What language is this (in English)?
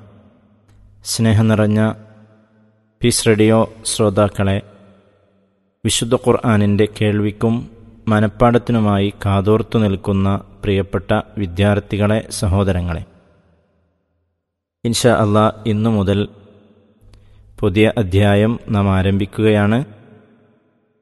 Malayalam